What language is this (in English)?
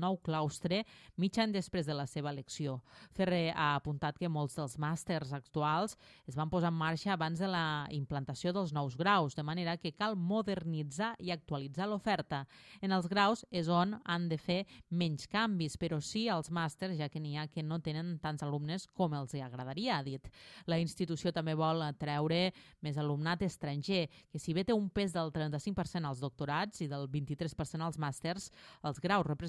Catalan